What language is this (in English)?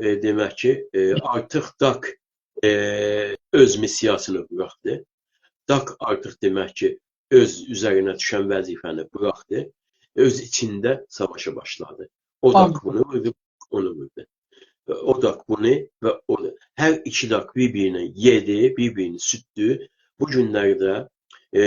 South Azerbaijani